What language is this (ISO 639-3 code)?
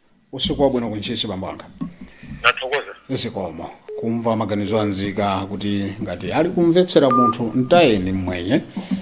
nya